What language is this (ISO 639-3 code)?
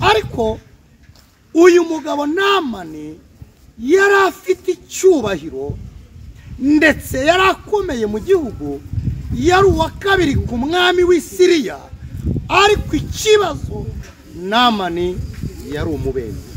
kin